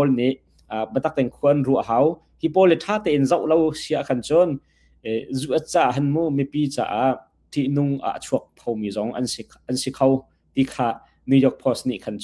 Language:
Hakha Chin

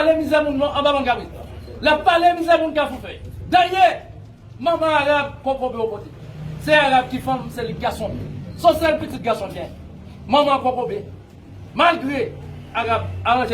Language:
Haitian Creole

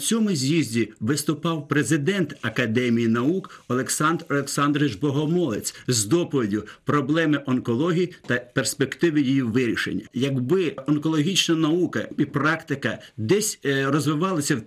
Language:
Ukrainian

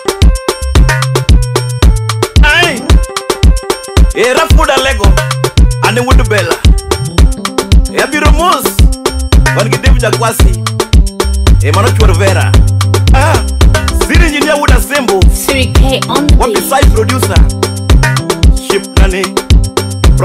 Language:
Swahili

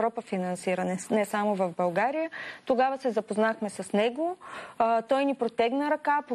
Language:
Bulgarian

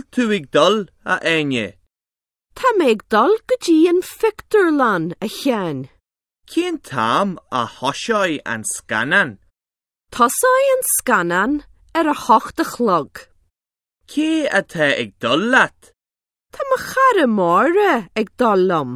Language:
Irish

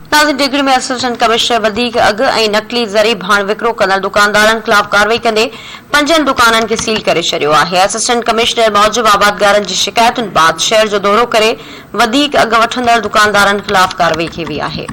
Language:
Sindhi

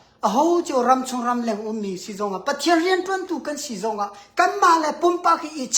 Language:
Hakha Chin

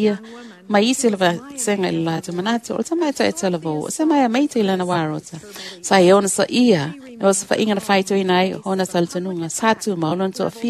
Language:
Samoan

